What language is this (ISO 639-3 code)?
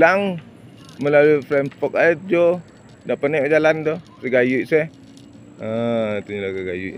min